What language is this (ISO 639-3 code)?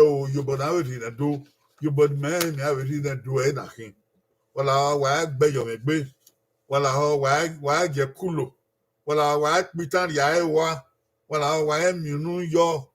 bin